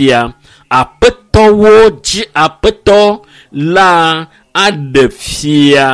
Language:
Ewe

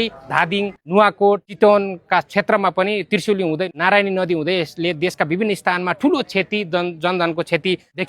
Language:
Nepali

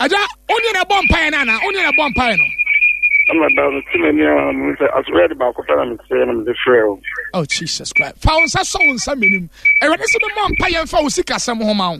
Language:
Akan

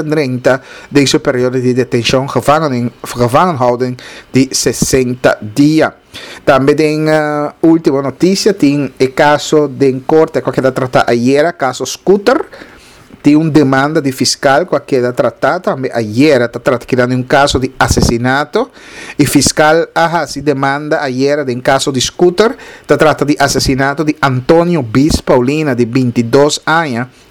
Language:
Papiamento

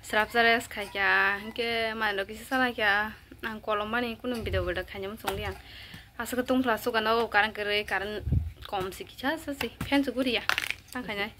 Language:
Kok Borok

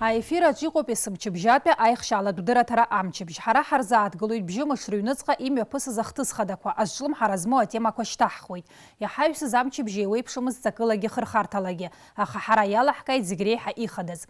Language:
Abkhazian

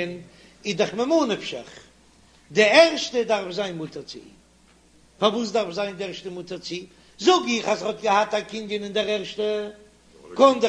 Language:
Yiddish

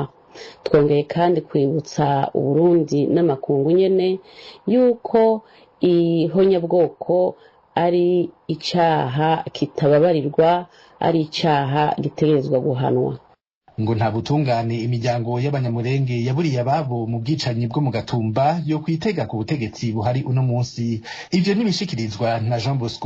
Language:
Rundi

